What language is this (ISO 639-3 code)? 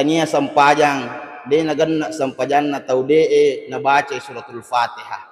bug